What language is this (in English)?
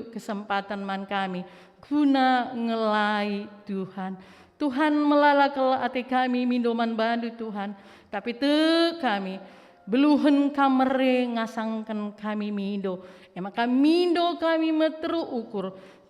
Batak Karo